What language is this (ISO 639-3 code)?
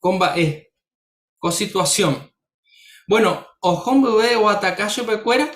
grn